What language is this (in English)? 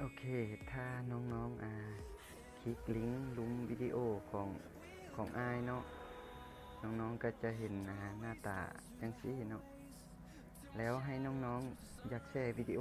Lao